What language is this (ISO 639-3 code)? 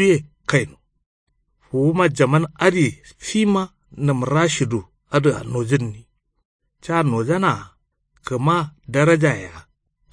kau